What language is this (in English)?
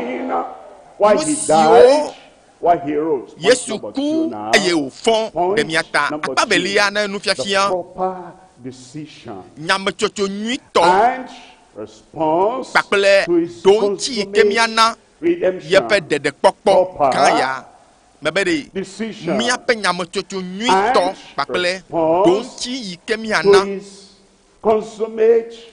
Ewe